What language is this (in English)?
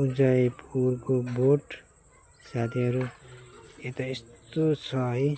Nepali